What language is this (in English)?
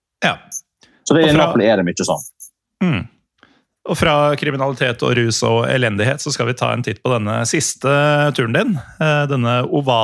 Norwegian